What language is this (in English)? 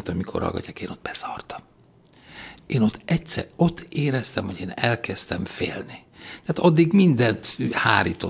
Hungarian